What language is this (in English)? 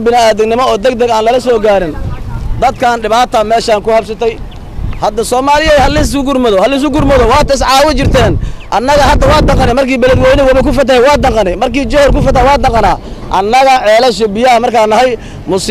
Somali